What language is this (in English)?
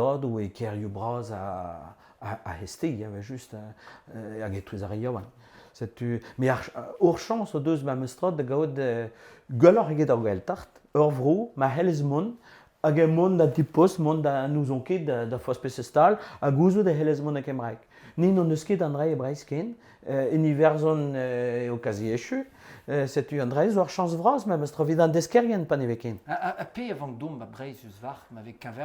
Breton